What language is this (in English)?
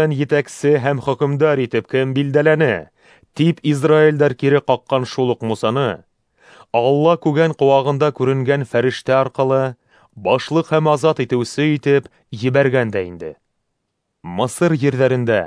Bashkir